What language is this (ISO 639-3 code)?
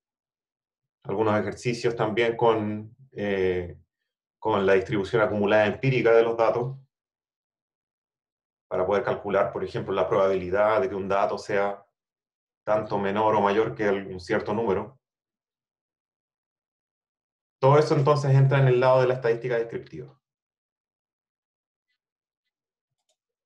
spa